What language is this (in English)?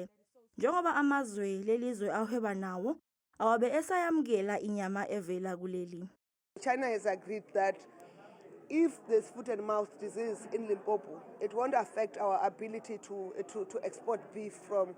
Zulu